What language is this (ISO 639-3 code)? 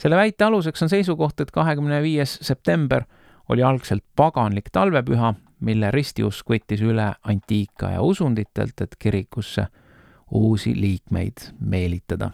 est